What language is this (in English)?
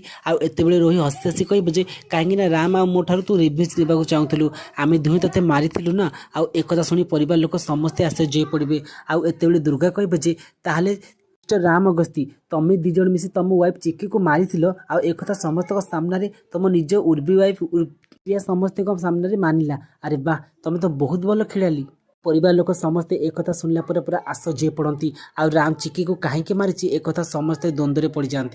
Odia